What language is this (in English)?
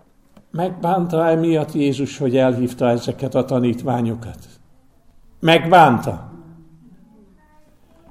Hungarian